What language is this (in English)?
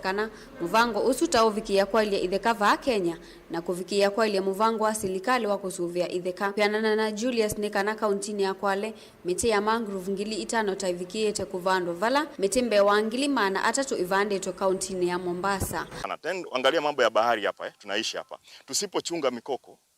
Kamba